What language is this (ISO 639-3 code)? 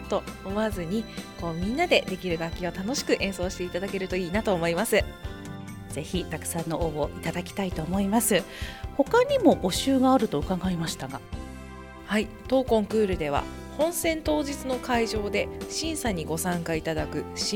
jpn